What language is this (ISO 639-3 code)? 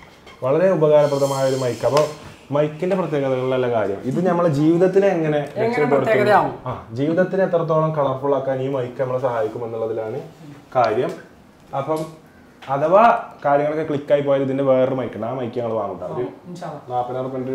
mal